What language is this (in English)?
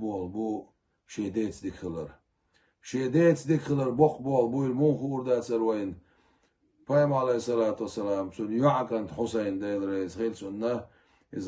Chechen